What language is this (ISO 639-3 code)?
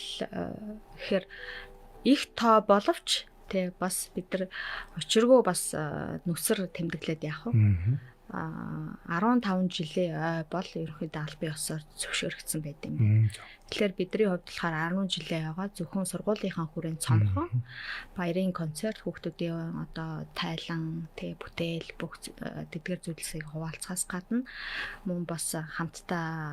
mon